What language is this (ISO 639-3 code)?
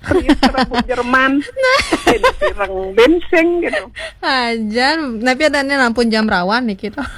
ban